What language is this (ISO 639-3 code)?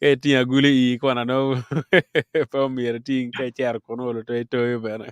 ach